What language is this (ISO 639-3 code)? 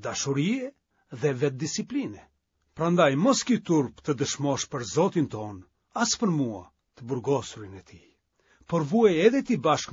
sqi